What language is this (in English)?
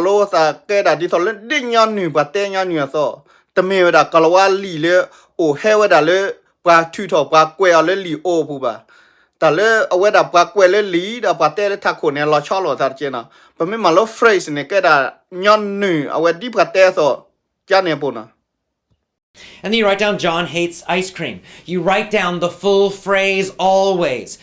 S'gaw Karen